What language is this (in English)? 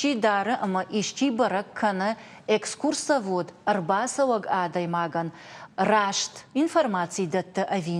Ossetic